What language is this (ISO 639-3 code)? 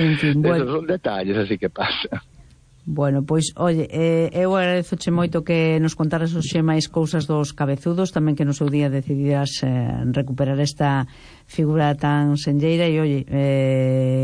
glg